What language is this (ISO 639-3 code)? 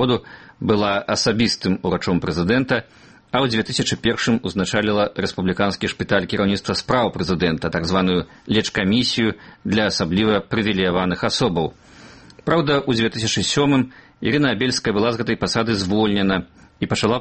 bel